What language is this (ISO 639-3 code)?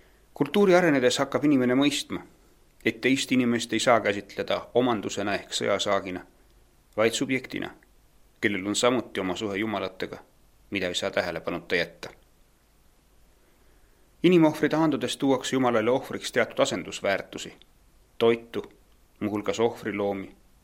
est